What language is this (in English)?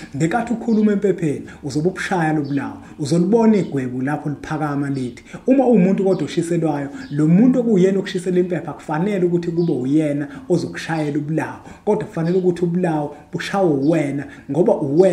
Zulu